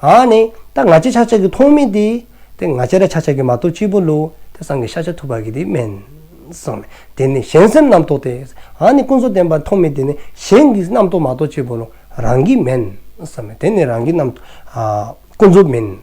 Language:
Dzongkha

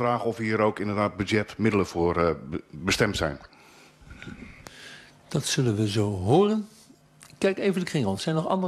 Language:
Dutch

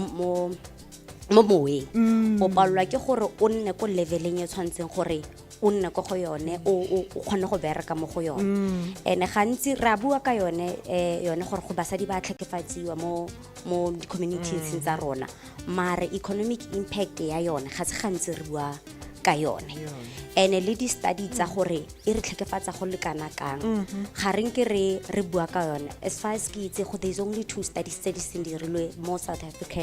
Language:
Tswana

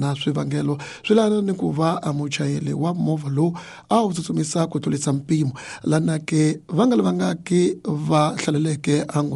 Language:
Tsonga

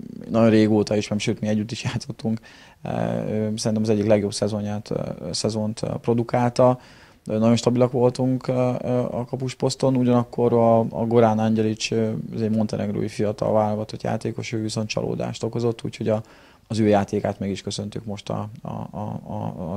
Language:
Hungarian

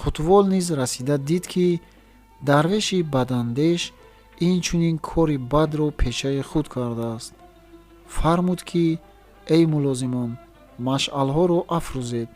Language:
Tajik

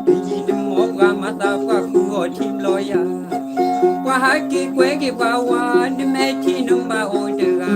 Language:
S'gaw Karen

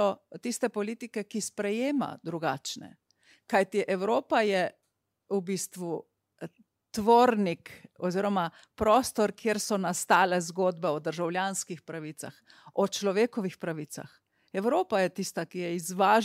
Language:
Slovenian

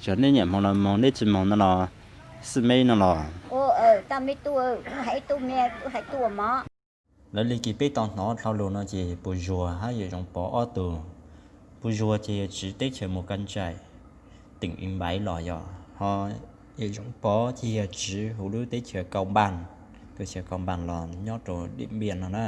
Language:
Hmong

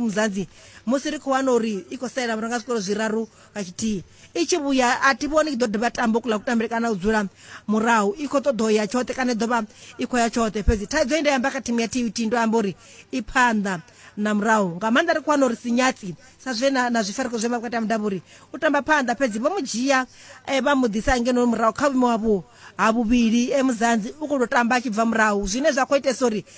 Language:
Venda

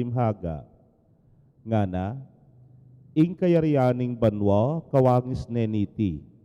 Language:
Pampanga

